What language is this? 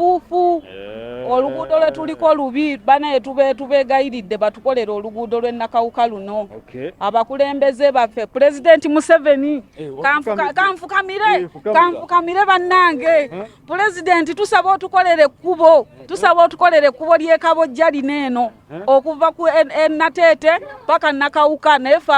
Ganda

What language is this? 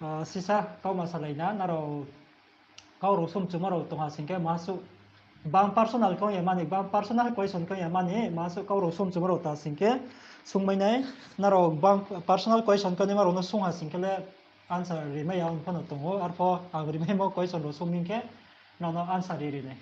Riang (India)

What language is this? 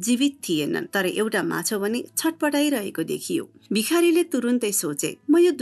Nepali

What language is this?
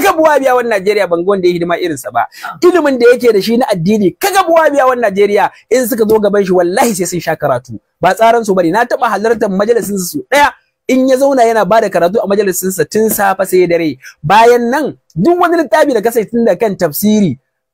Hausa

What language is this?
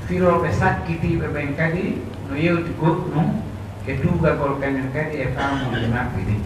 Pular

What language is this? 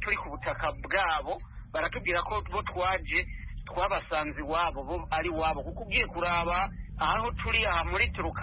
Kinyarwanda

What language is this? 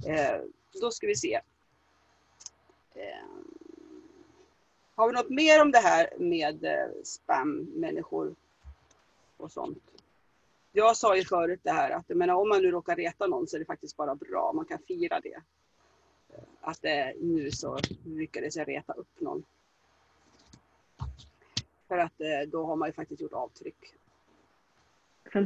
Swedish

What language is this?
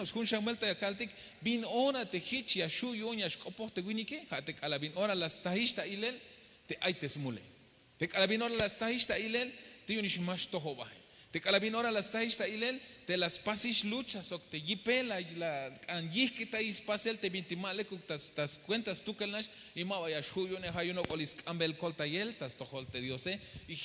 Tzeltal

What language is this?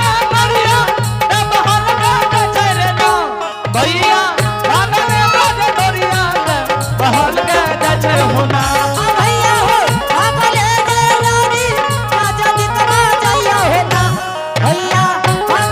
Angika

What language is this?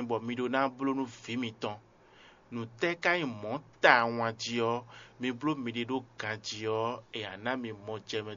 Fon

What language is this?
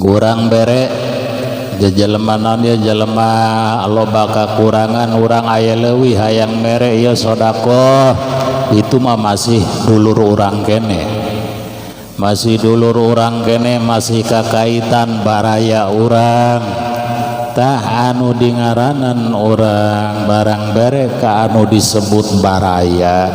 Sundanese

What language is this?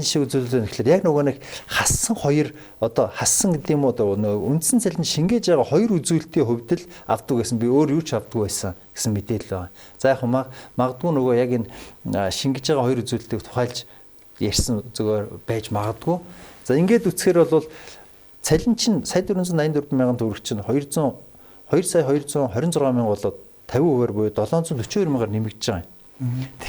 Mongolian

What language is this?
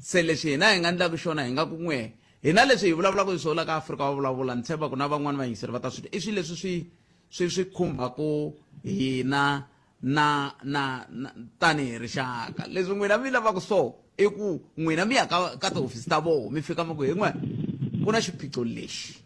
Tsonga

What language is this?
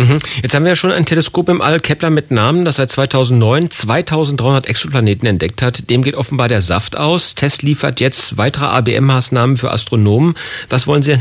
German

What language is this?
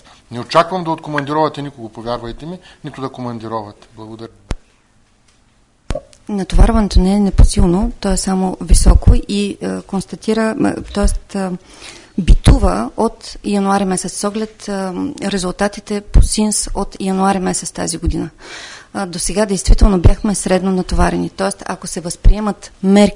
Bulgarian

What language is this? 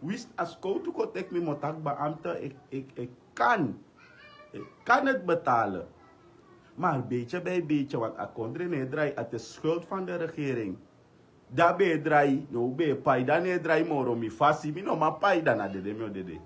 Sranan Tongo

